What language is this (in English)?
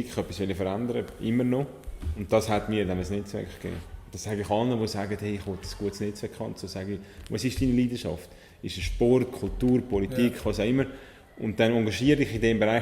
Swiss German